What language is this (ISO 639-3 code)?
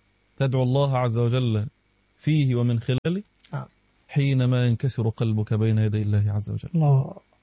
ara